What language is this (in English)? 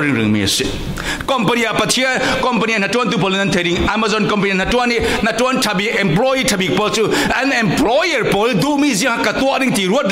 Falam Chin